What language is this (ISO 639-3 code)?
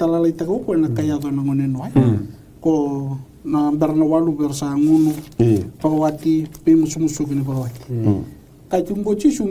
fij